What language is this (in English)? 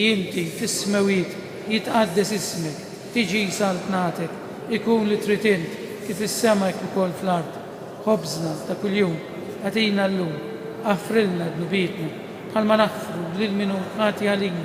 Maltese